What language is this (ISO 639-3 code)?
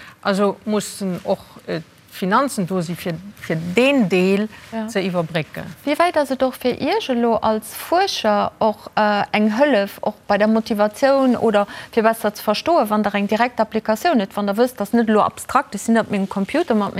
ltz